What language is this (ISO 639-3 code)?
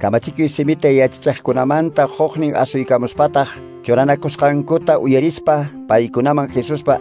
que